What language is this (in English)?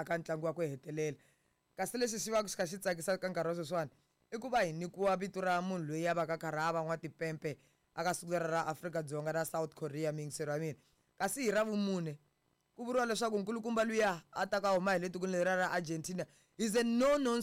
Tsonga